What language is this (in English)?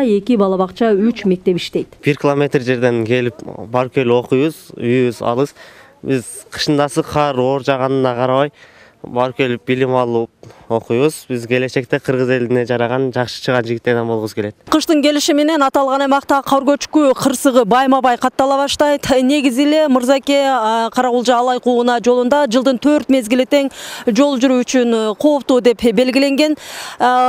Kyrgyz